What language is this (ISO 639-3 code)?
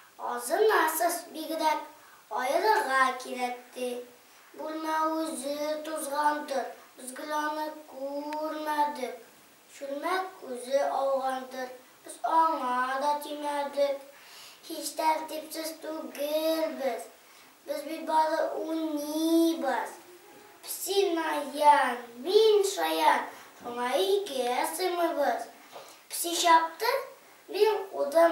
tat